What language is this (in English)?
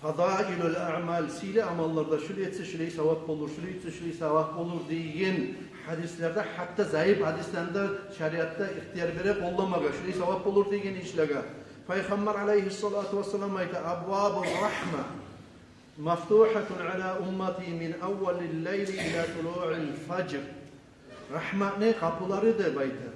Kumyk